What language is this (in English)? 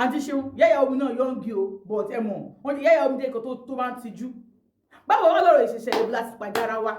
Yoruba